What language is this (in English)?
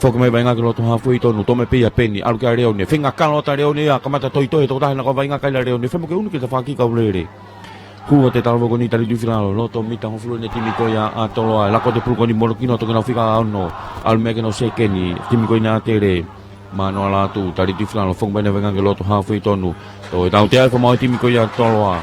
Tongan